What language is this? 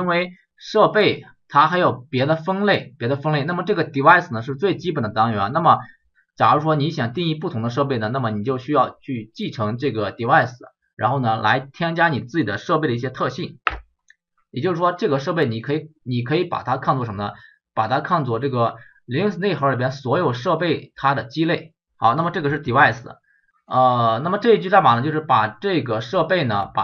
Chinese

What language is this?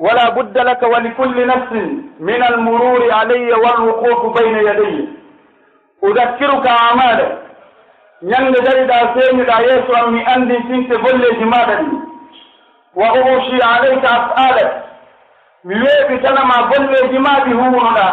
Pular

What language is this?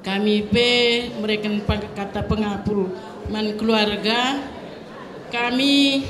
Batak Karo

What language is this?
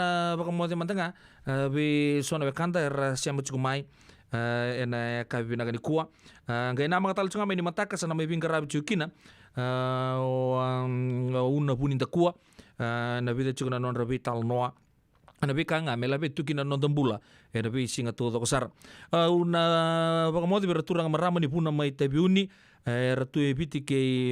Fijian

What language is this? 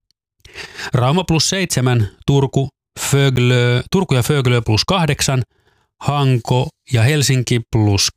Finnish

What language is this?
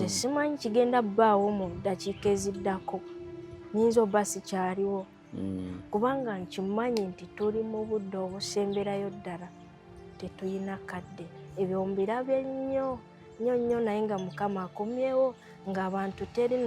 Ganda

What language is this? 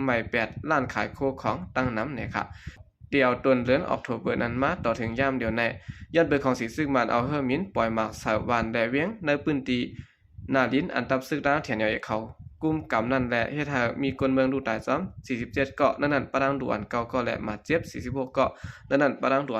Shan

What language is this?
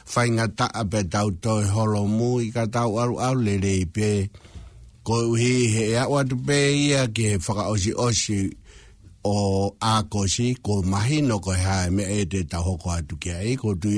Tongan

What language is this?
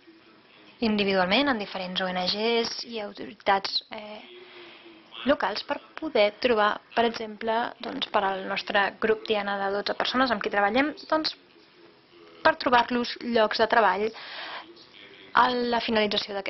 Catalan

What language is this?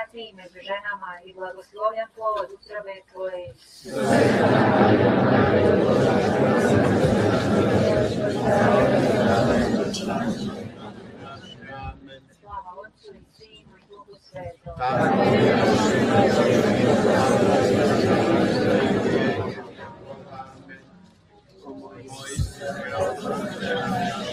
Polish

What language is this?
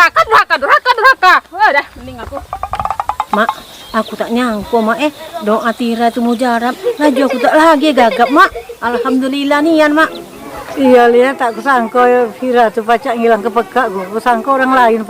Musi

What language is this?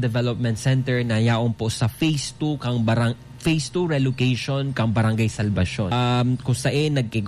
Bikol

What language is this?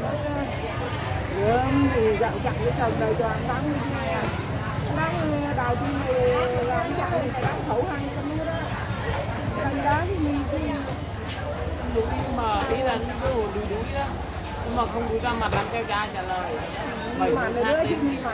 Vietnamese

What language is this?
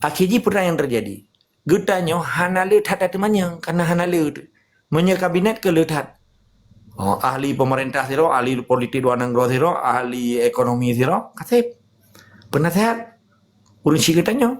Achinese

